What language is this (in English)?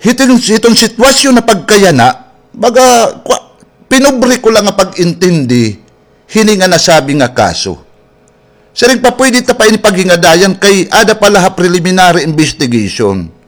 Waray